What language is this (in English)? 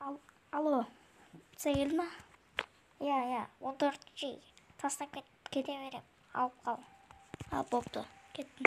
Kazakh